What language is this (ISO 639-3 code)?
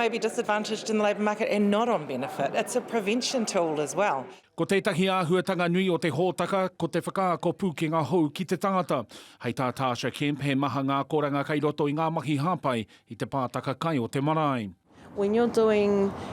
mri